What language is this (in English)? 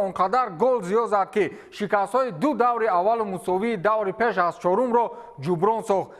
Tajik